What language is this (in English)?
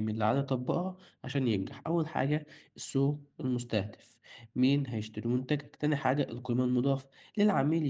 Egyptian Arabic